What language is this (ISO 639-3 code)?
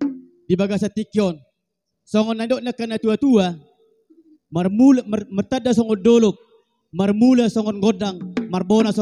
bbc